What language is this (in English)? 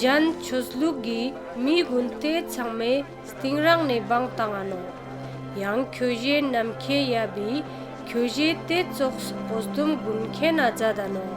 Ladakhi